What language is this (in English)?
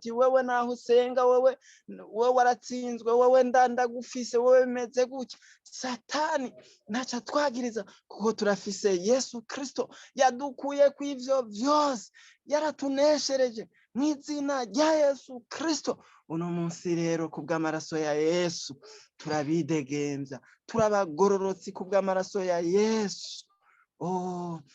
Rundi